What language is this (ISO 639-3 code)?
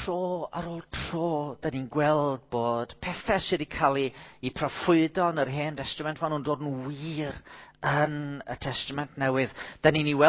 cym